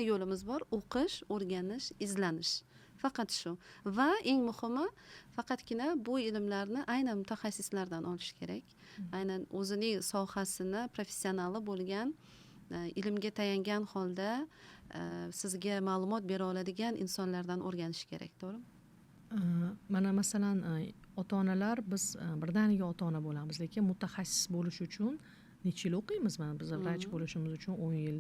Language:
Uzbek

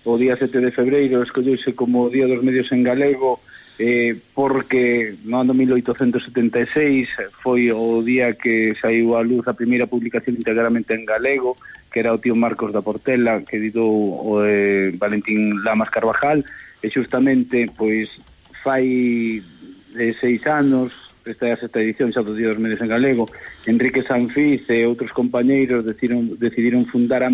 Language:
Galician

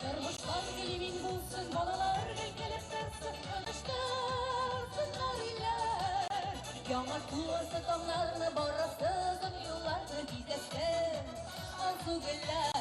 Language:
Tatar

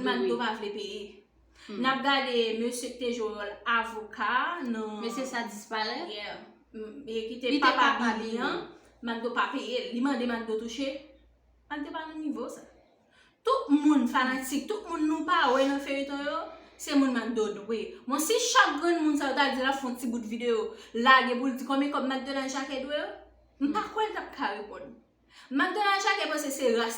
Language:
Haitian Creole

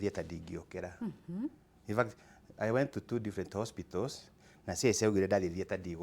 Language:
Kikuyu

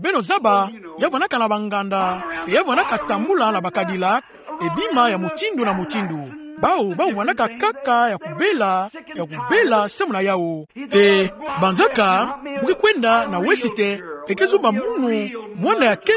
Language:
Kituba (Democratic Republic of Congo)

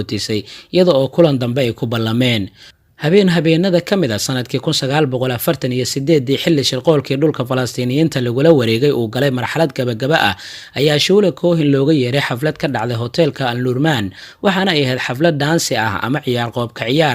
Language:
Somali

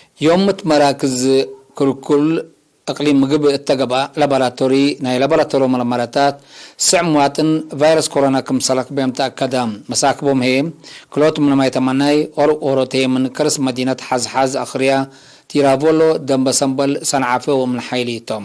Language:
Tigre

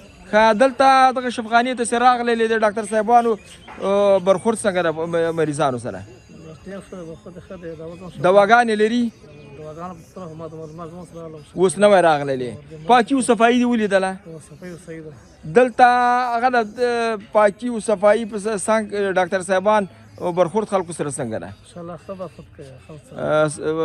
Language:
Pashto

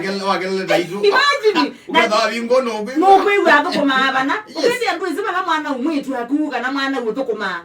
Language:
Kamba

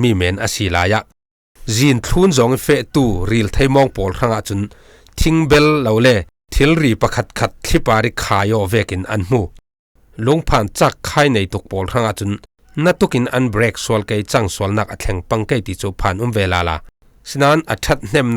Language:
Falam Chin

